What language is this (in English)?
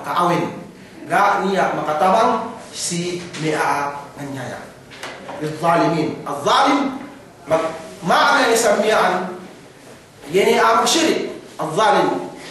Yakan